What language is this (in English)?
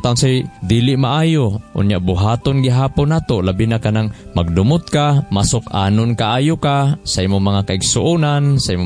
Cebuano